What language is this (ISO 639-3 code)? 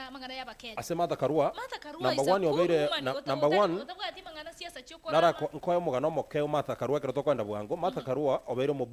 guz